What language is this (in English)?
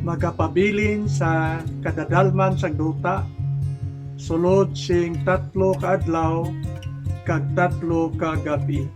Hiligaynon